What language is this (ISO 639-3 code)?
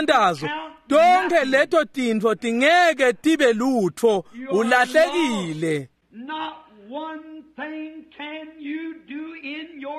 ssw